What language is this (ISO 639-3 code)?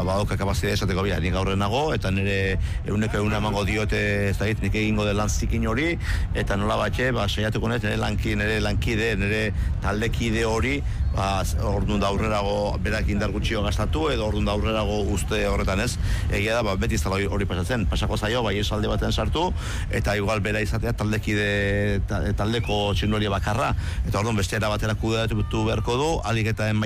eus